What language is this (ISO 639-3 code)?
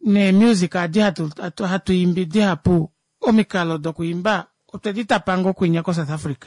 kua